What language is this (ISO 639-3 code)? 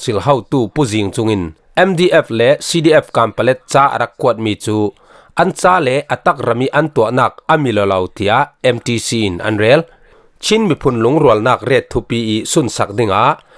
cfm